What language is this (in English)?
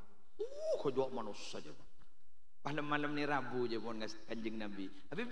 Madurese